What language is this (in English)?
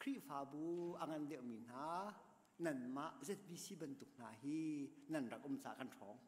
Hakha Chin